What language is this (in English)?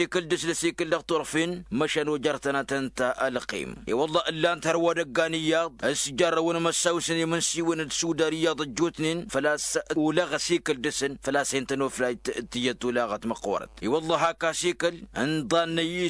Tamasheq